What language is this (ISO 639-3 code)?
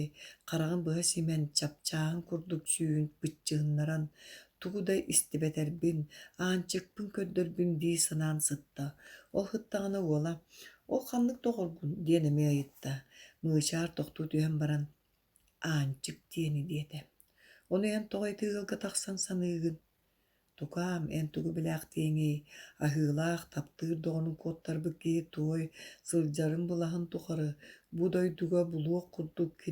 sah